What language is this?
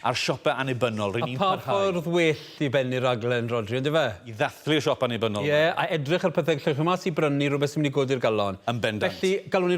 Welsh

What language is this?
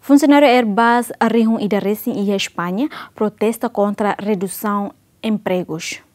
Tetum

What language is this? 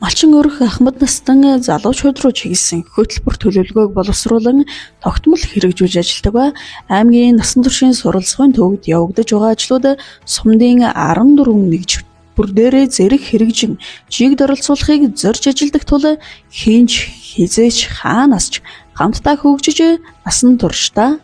Mongolian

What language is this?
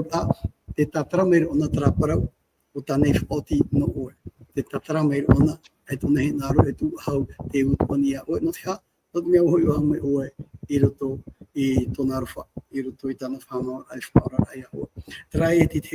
Tahitian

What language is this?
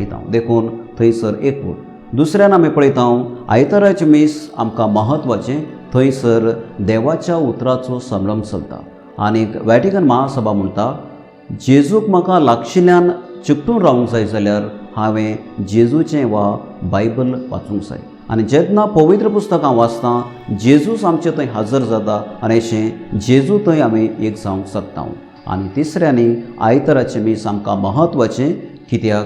Konkani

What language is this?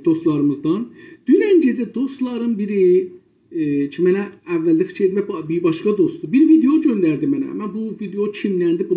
South Azerbaijani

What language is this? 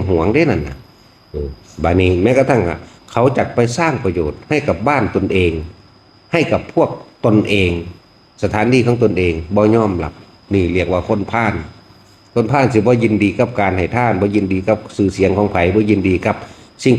Northeastern Thai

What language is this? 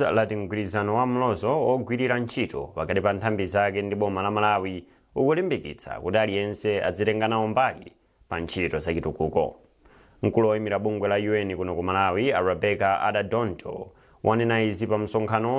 Nyanja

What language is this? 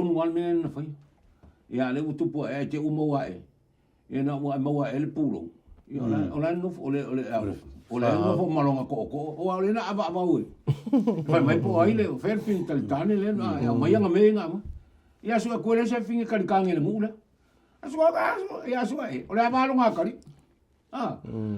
Samoan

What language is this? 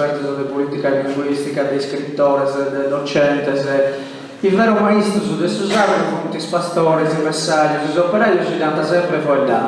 Sardinian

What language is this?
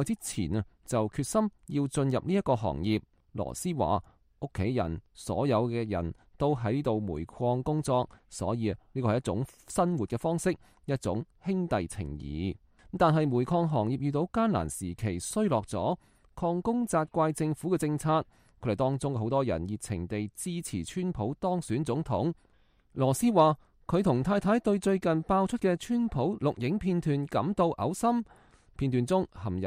Cantonese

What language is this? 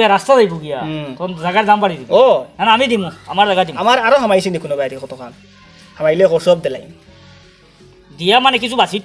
Sylheti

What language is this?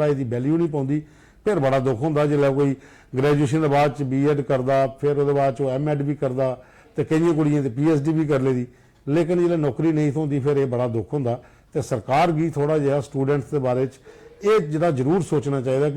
Dogri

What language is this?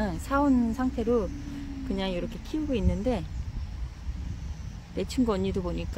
Korean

